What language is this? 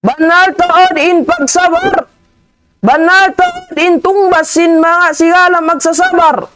Tausug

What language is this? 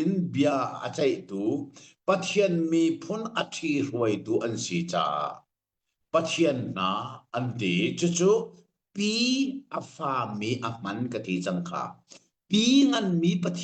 Hakha Chin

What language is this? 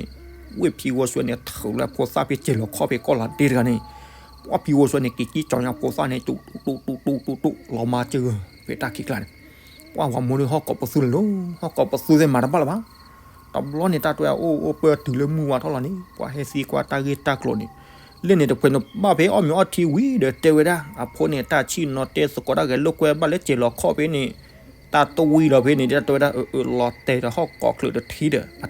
S'gaw Karen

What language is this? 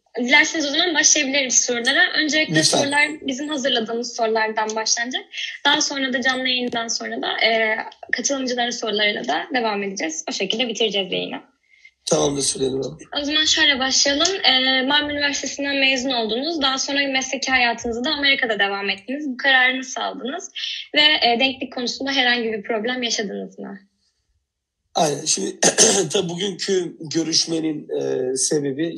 Turkish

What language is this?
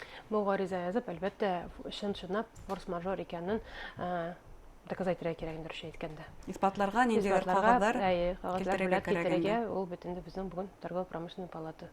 Bashkir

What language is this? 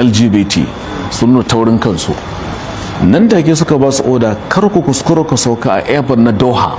Hausa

